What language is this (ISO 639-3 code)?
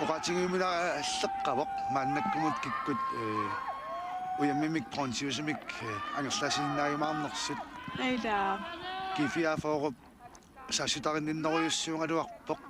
kal